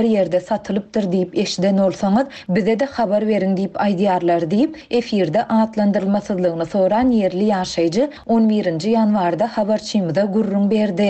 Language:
Turkmen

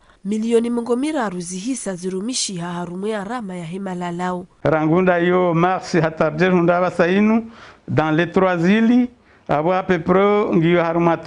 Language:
Ngazidja Comorian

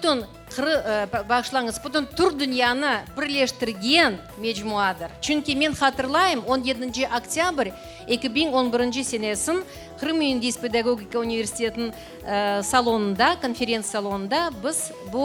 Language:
Crimean Tatar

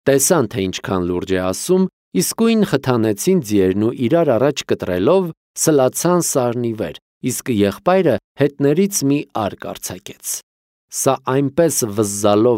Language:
Armenian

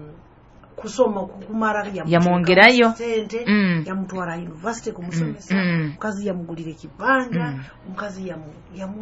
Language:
Nyoro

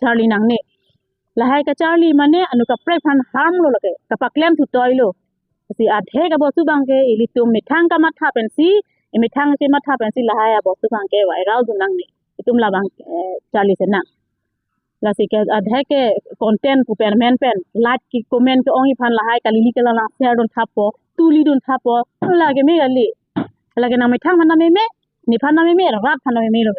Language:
Karbi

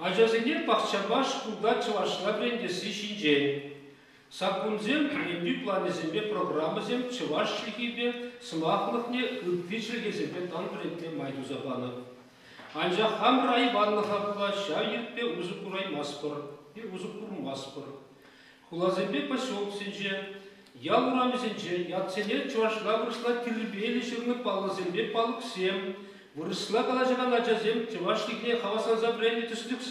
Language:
Chuvash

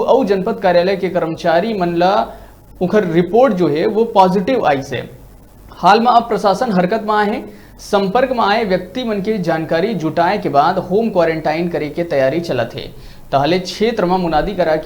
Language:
Chhattisgarhi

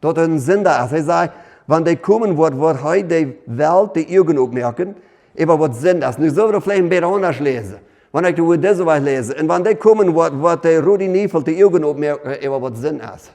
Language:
Plautdietsch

